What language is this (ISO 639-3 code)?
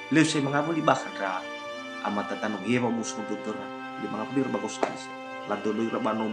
nia